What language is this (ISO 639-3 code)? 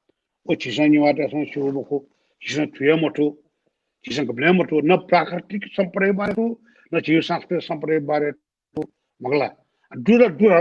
new